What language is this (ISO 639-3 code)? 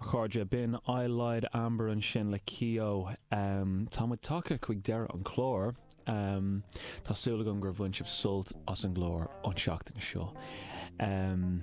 gle